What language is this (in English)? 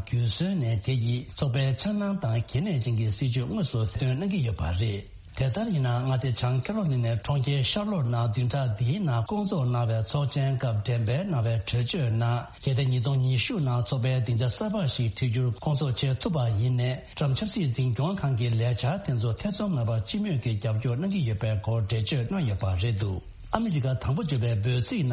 Tibetan